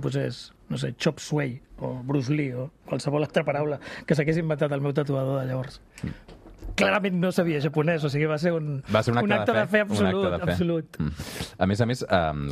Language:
Catalan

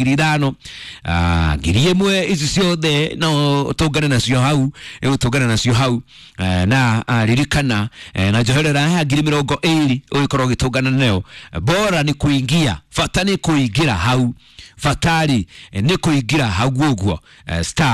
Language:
Kikuyu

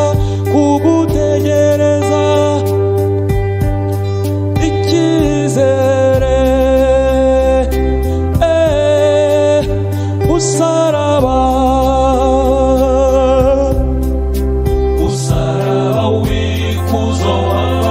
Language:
Kinyarwanda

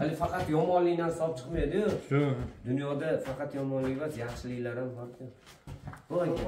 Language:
Uzbek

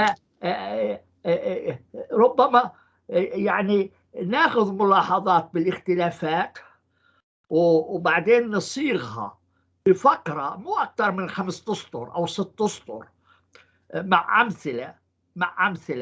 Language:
North Levantine Arabic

